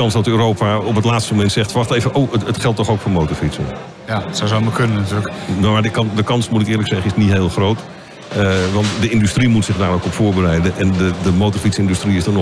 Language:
Dutch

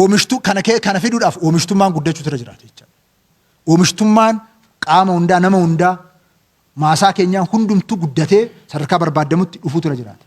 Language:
Oromo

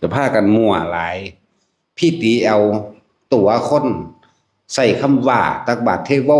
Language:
Northeastern Thai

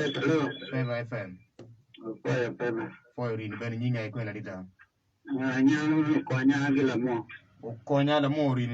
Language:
Acoli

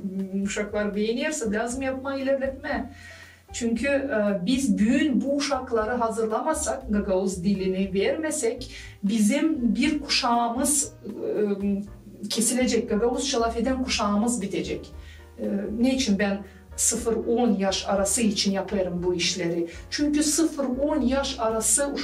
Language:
Gagauz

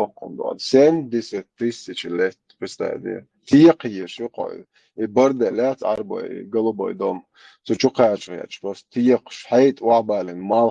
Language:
Chechen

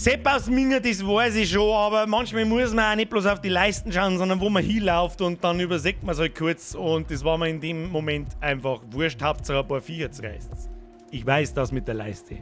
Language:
Bavarian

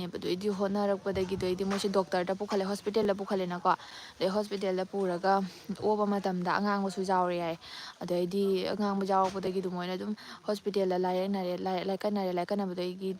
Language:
Manipuri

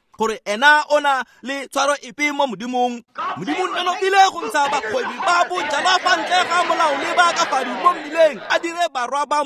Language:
Tswana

